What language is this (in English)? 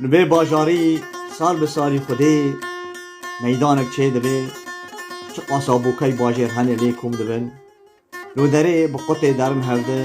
Kurdish